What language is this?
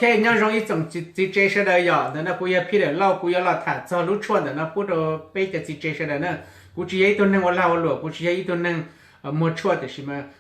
Hmong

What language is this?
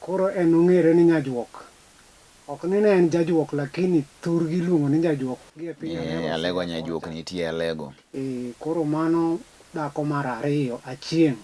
Luo (Kenya and Tanzania)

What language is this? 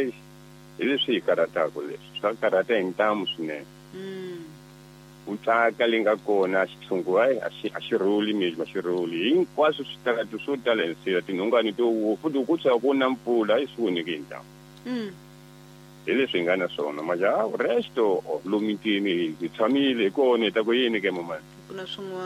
Tsonga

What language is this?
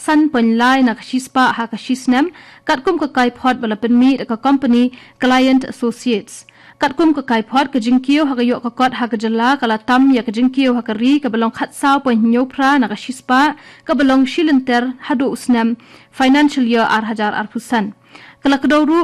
Khasi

